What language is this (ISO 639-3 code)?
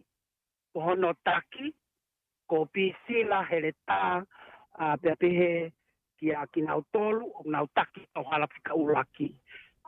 ton